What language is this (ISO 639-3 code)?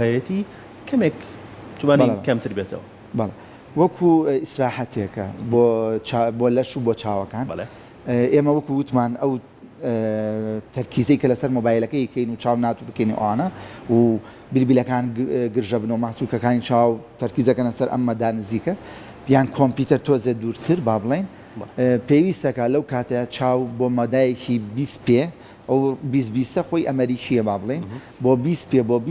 ckb